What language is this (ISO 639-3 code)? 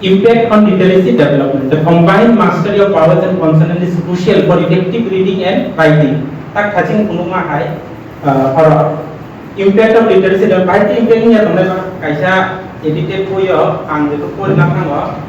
trp